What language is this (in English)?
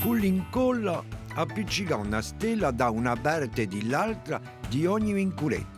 Corsican